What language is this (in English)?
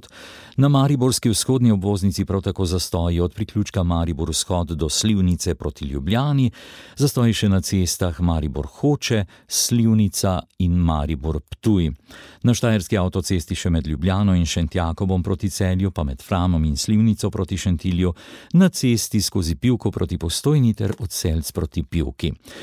Slovenian